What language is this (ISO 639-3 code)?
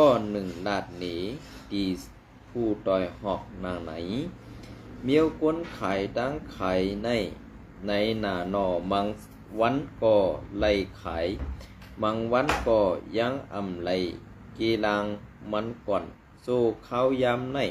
shn